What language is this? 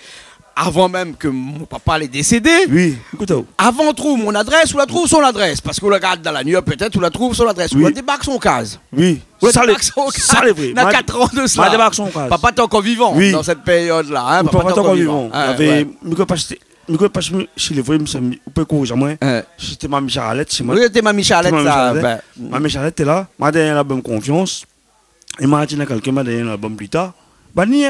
Réunion Creole French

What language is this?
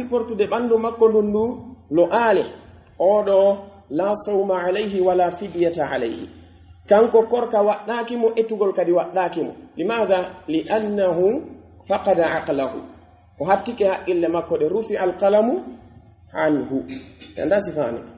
Pular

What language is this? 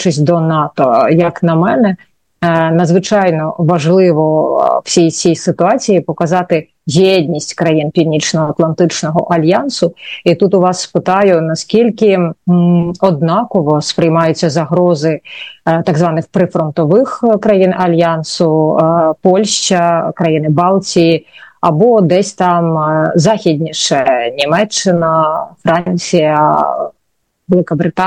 Ukrainian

